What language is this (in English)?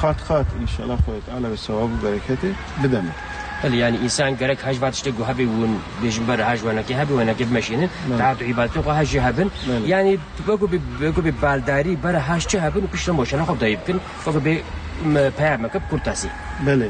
Kurdish